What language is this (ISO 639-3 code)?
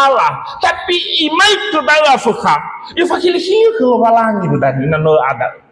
nia